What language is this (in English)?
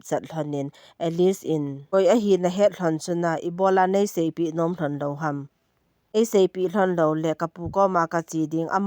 Thado Chin